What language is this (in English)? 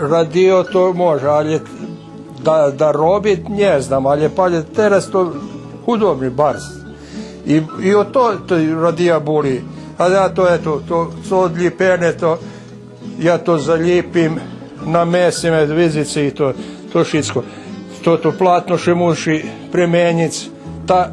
Rusyn